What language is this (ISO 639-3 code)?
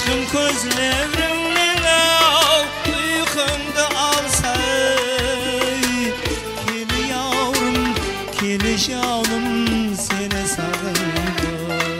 kaa